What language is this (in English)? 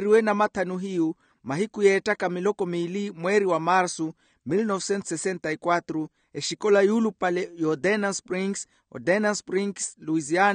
Makhuwa